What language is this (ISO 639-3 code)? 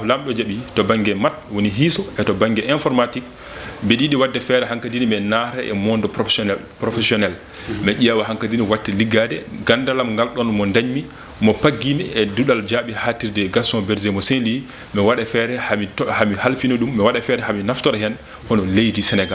ful